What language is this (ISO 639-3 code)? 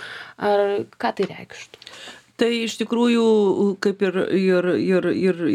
lit